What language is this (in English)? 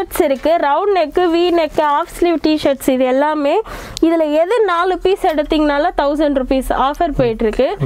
Tamil